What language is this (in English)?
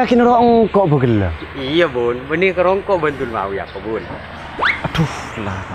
Madurese